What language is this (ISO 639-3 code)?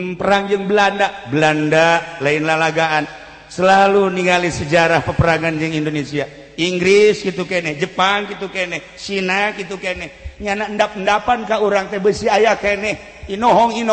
sun